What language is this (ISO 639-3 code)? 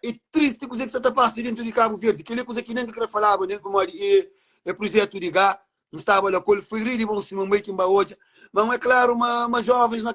kea